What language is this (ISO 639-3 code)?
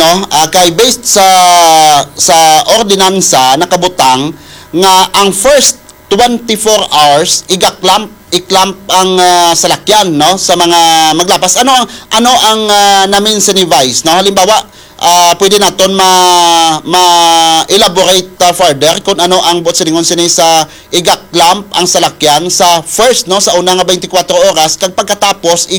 hil